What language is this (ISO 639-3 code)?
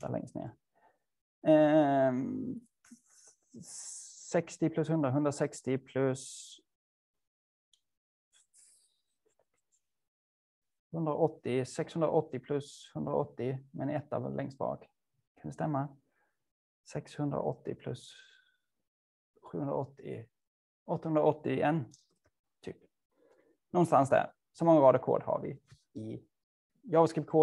swe